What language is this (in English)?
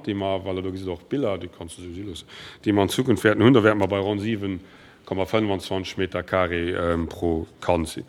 Luxembourgish